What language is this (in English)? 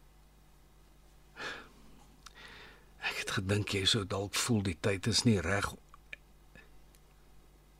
Afrikaans